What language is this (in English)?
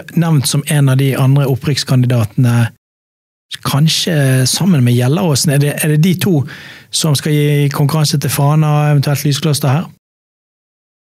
Norwegian